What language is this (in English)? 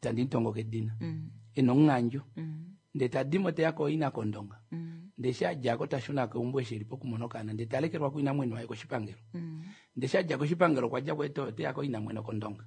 Kuanyama